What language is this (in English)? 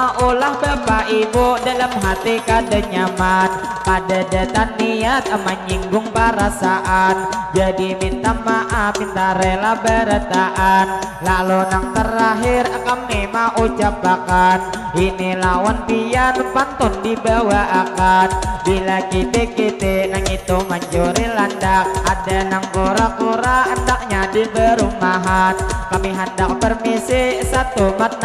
Banjar